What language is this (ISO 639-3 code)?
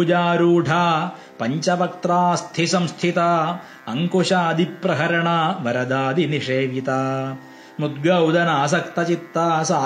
san